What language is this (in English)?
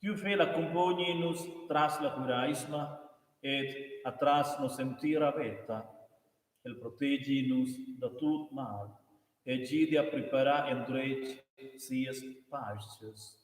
Romansh